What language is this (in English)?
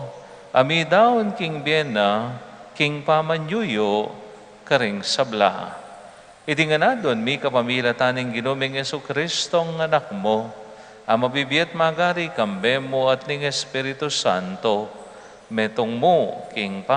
Pampanga